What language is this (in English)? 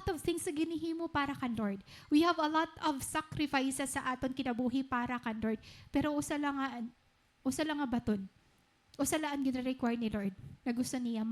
Waray